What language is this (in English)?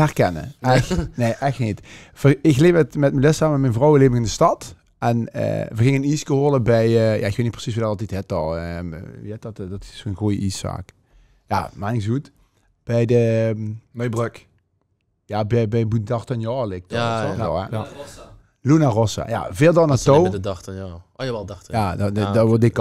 Limburgish